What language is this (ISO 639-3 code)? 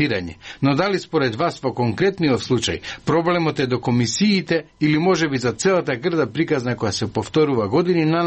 mkd